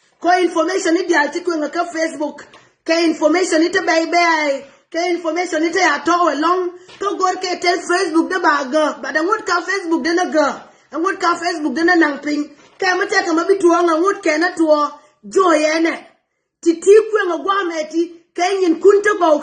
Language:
Nuer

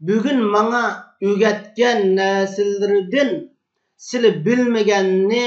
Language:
Uyghur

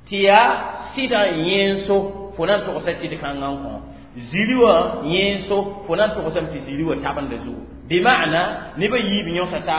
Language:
Mossi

